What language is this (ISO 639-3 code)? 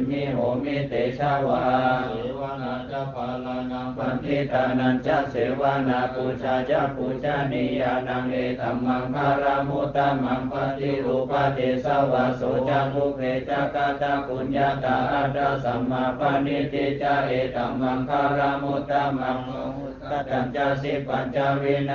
pli